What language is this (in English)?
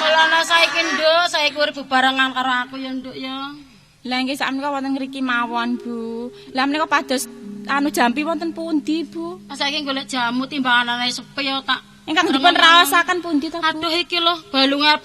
Javanese